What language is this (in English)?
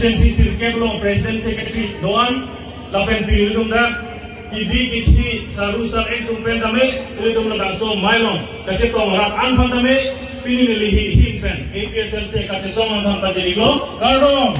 Karbi